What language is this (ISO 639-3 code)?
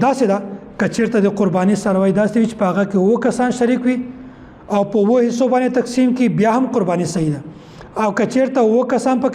pus